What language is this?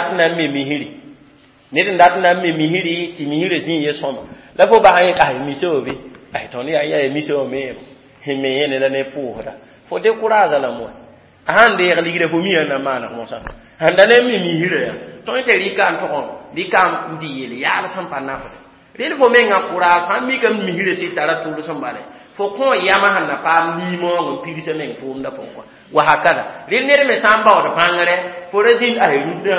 Mossi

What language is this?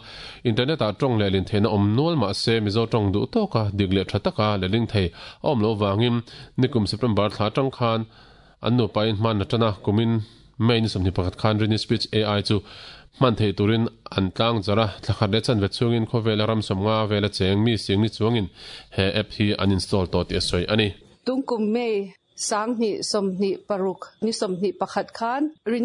Mizo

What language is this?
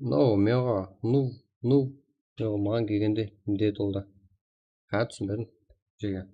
Kara-Kalpak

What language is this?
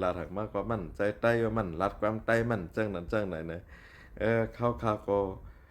Shan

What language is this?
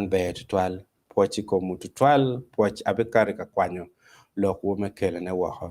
Acoli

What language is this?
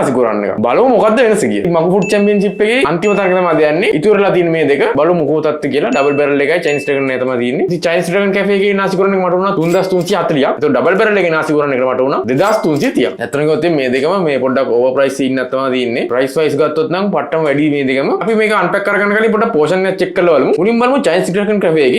Sinhala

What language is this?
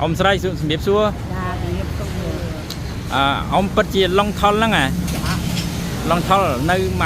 Khmer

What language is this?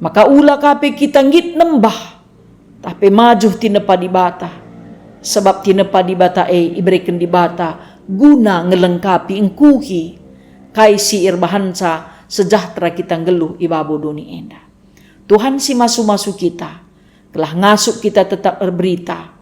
Batak Karo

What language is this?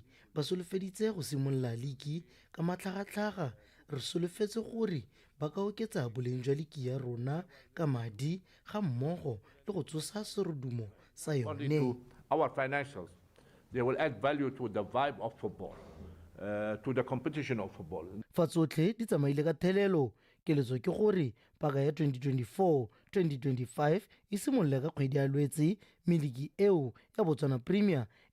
Tswana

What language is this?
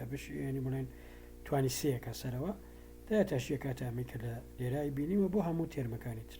Central Kurdish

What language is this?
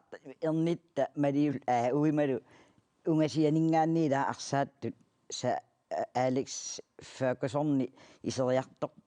Kalaallisut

